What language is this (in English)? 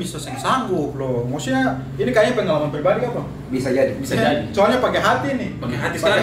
Ambonese Malay